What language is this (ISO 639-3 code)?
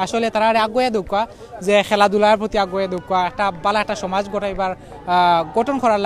syl